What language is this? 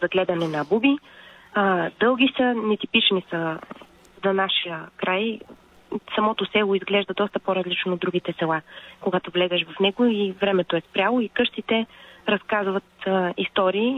Bulgarian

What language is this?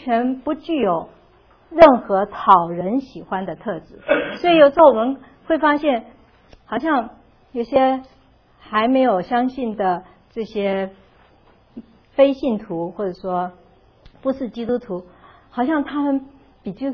Chinese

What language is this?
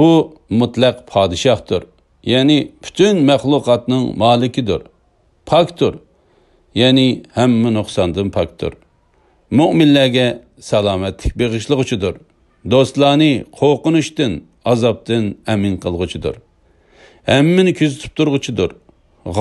Uyghur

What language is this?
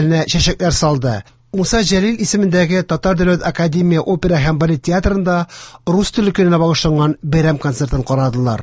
Tatar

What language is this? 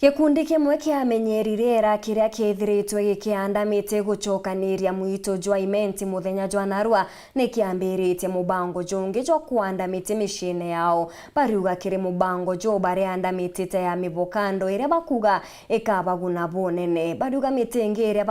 Meru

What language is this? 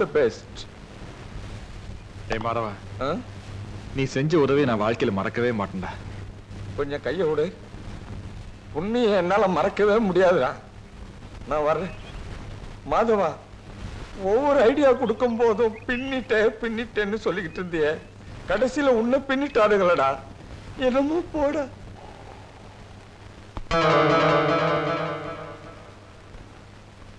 Tamil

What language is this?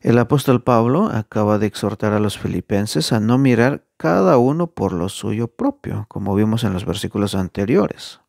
Tzeltal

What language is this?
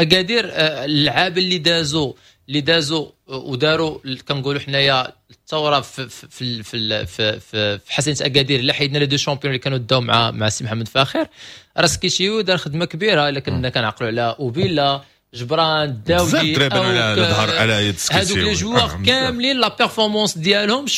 Moroccan Arabic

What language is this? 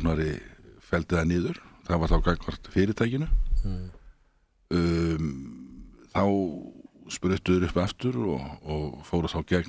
Icelandic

